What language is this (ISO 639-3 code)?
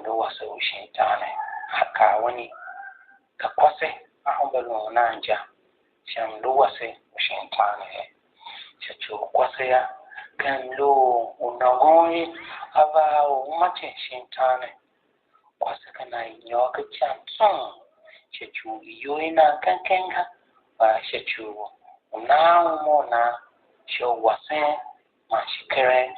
tiv